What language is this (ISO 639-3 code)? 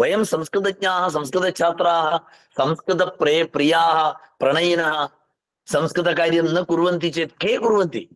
san